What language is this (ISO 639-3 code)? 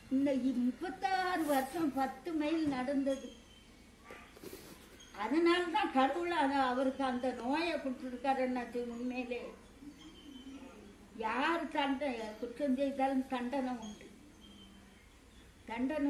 tam